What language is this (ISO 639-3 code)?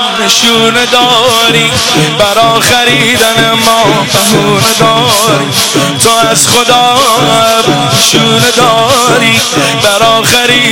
fas